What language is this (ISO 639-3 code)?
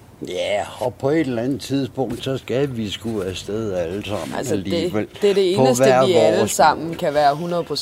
dan